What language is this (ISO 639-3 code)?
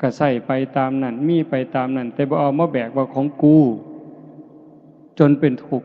lao